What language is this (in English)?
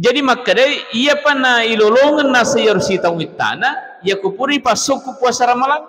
Buginese